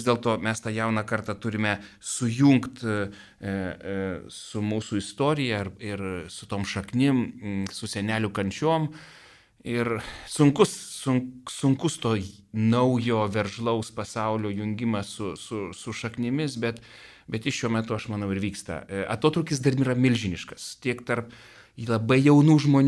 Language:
Lithuanian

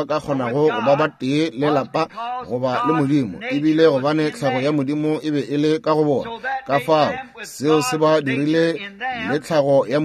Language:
Northern Sotho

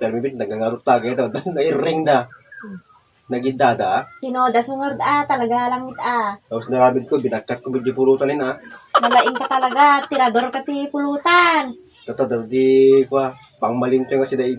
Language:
Iloko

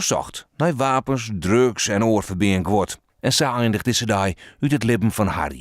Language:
Western Frisian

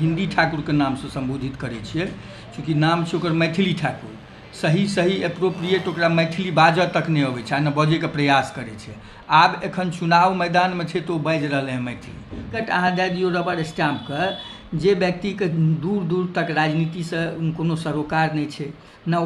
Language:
Maithili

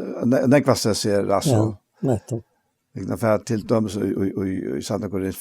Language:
Faroese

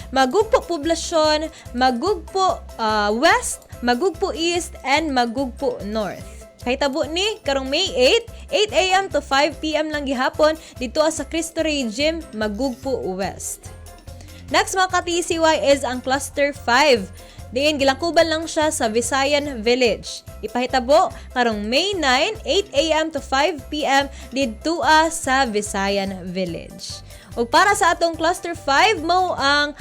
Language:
Cebuano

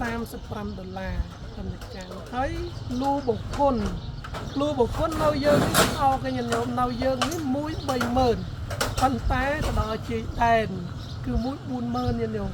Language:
Khmer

